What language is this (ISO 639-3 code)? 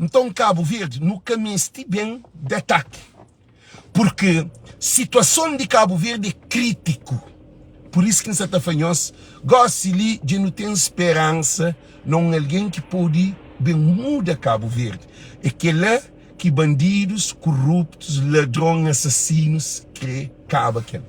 kea